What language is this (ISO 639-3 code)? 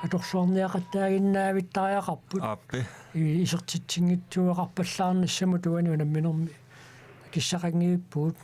kal